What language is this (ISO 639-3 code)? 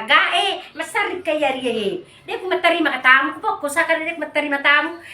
bug